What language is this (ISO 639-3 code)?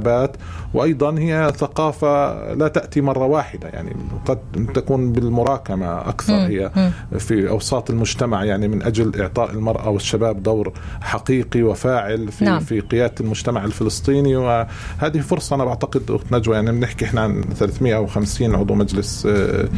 apc